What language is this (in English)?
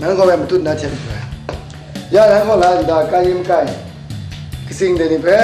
Kachin